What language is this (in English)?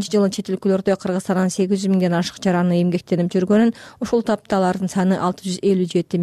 Kyrgyz